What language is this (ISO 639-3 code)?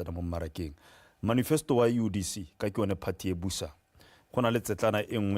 tsn